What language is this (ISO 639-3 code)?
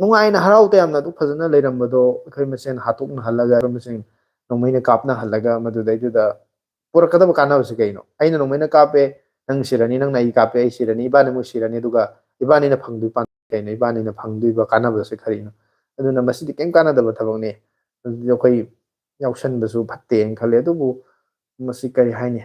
mni